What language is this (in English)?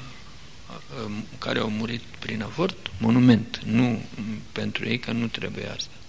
Romanian